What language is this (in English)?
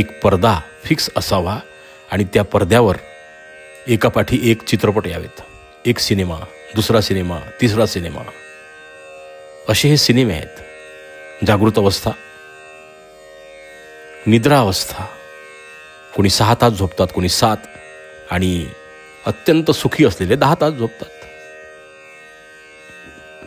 Marathi